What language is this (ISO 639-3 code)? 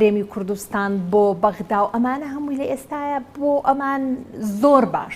ckb